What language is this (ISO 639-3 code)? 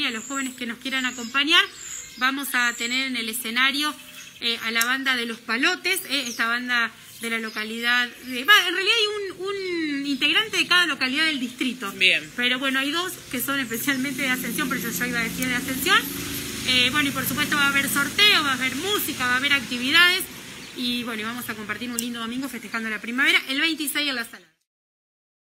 spa